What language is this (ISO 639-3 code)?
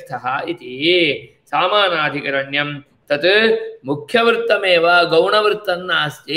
san